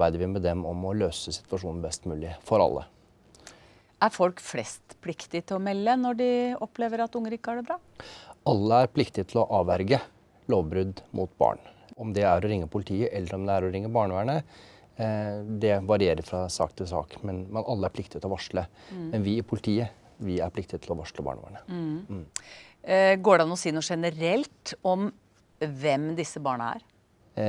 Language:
Norwegian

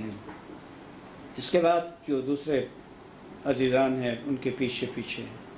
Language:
Urdu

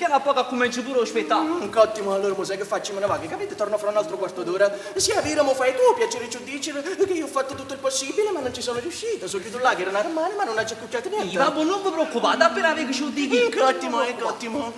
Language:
Neapolitan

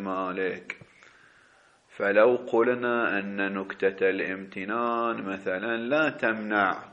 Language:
Arabic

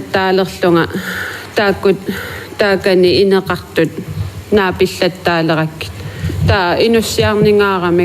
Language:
Kalaallisut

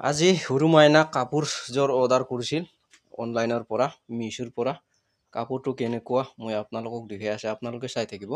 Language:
Assamese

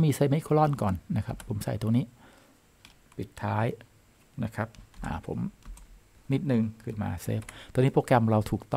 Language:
Thai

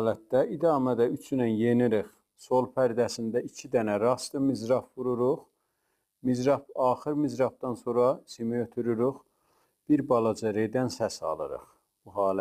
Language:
South Azerbaijani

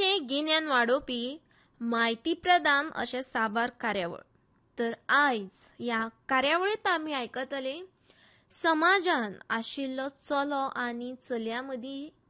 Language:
Konkani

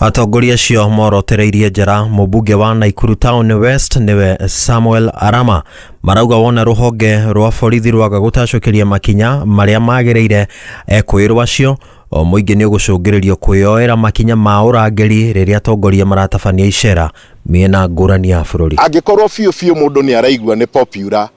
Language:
Kikuyu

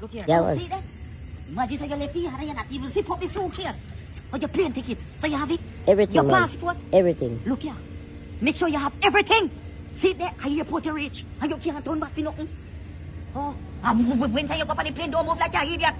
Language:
Jamaican Creole English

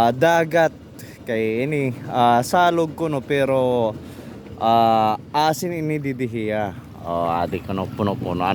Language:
Waray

